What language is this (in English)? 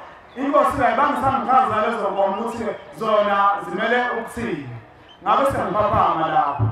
Zulu